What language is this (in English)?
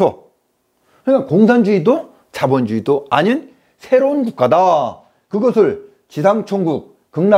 Korean